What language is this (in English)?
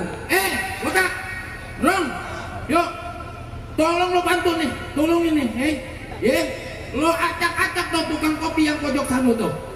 Betawi